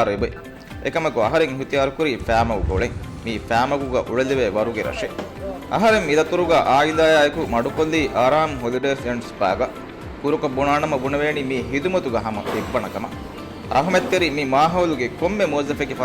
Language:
Divehi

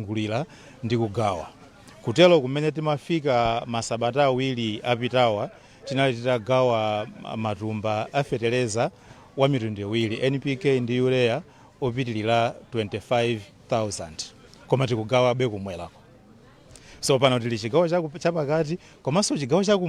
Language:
Nyanja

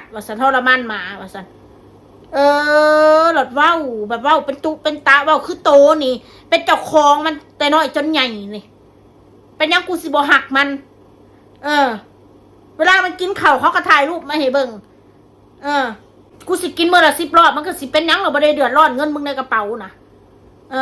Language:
Northeastern Thai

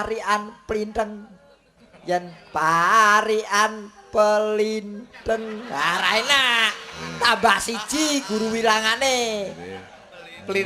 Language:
Javanese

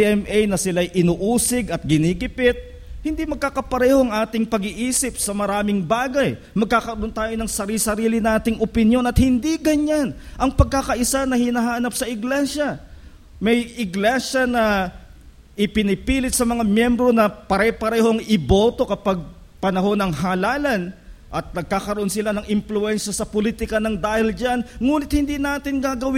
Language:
Filipino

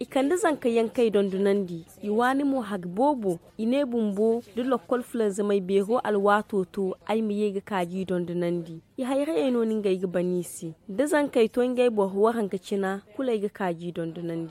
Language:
Zarma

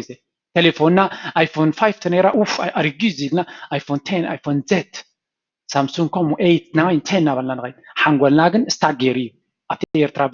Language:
Tigrinya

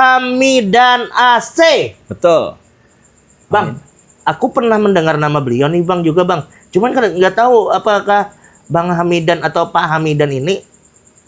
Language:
Banjar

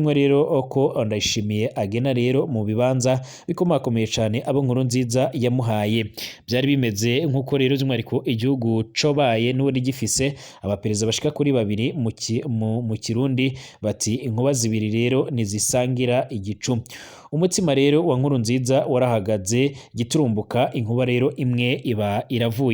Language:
Rundi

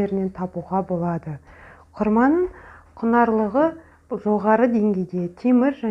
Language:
Kazakh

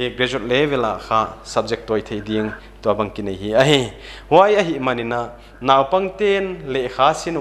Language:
Paite Chin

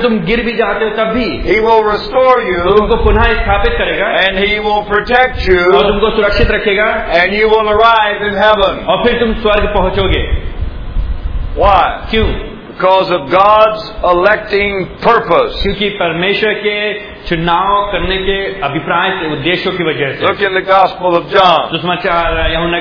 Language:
Hindi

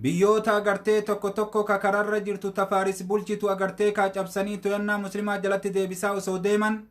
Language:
Oromo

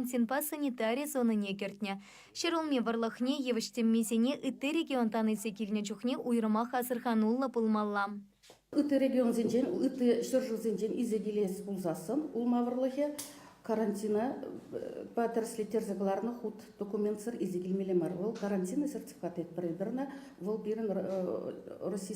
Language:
Chuvash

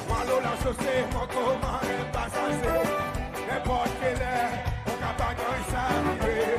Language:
Seselwa Creole French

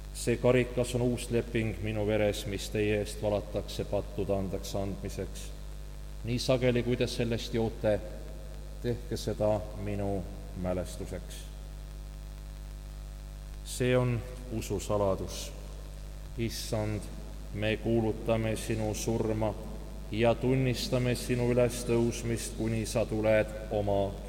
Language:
Estonian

